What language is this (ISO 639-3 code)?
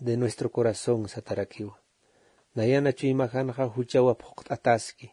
aym